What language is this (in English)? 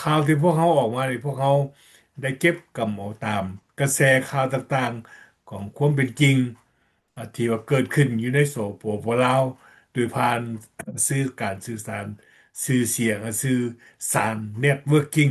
Lao